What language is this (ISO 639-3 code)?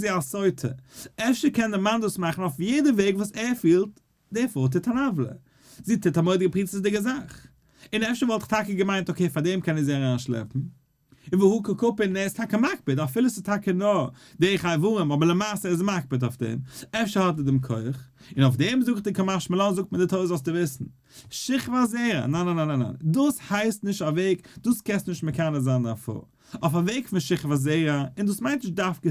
yid